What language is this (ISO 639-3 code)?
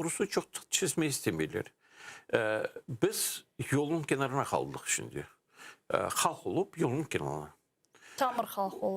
crh